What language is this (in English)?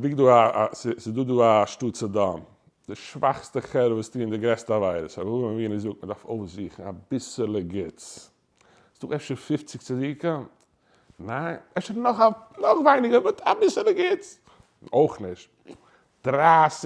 Yiddish